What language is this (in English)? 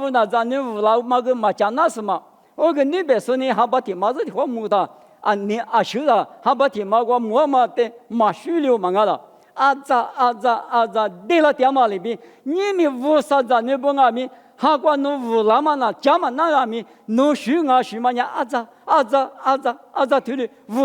Lisu